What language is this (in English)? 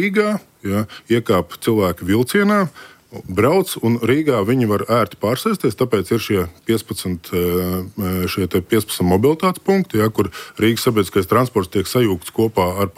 Latvian